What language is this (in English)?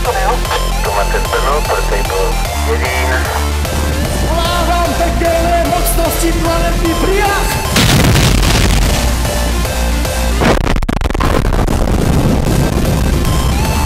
Czech